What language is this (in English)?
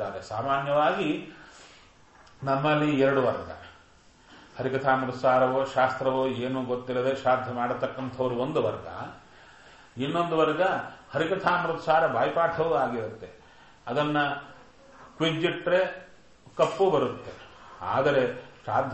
Kannada